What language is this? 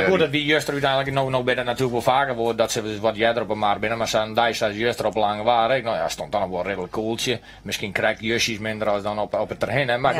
Western Frisian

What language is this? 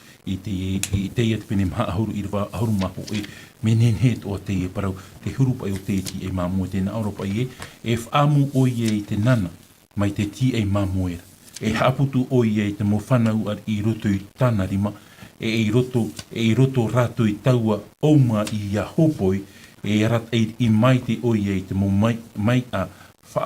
Tahitian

